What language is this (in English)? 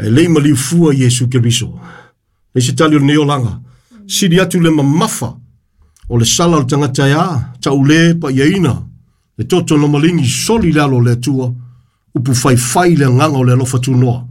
Samoan